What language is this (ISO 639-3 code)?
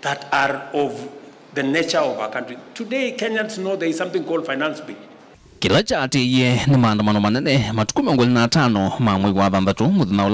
kam